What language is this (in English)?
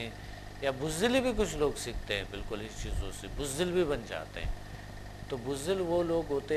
Urdu